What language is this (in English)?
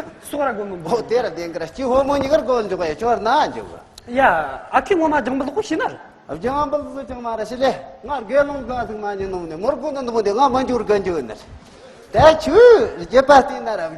Tibetan